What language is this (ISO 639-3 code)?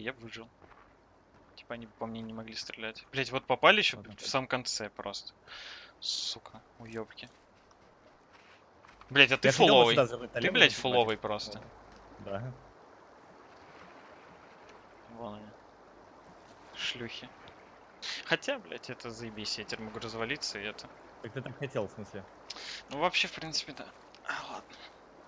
rus